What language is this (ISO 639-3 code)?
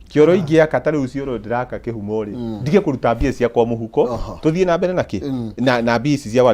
kik